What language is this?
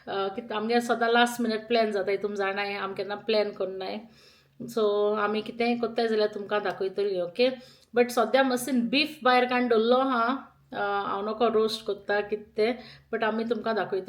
Konkani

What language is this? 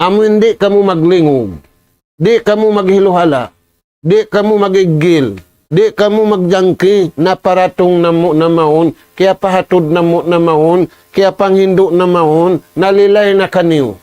Tausug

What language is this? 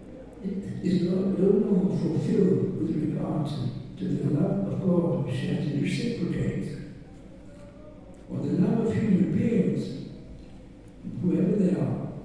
English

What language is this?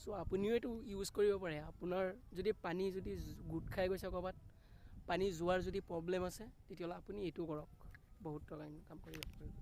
Assamese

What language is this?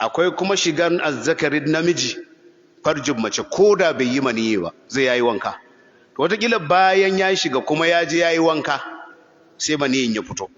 Hausa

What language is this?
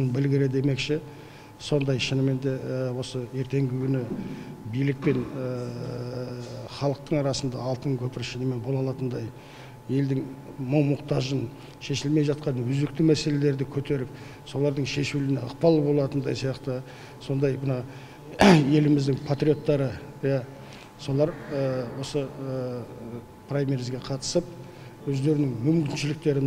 Kazakh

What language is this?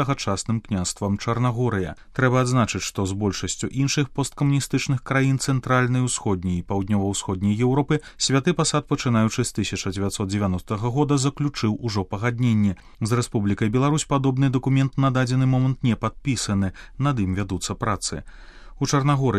Belarusian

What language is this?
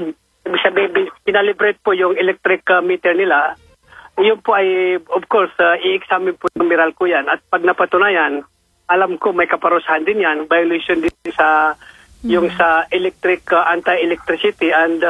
Filipino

